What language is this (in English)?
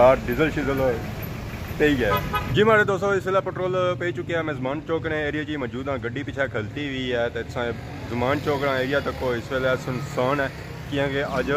Pahari-Potwari